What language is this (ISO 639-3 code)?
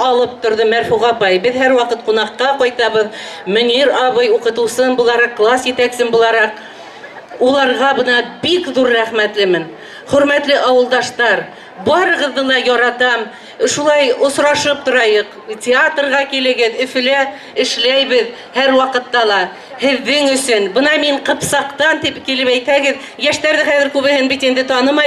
bak